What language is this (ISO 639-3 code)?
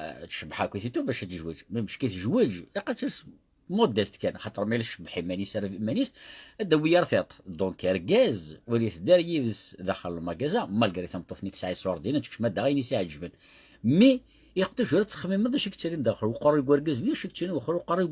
kab